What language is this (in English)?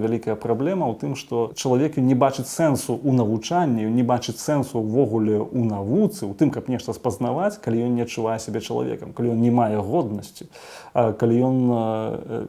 Belarusian